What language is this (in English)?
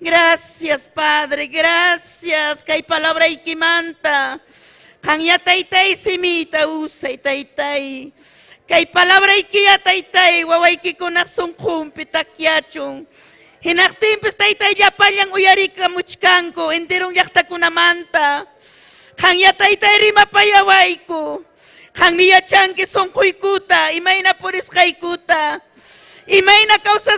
Ayacucho Quechua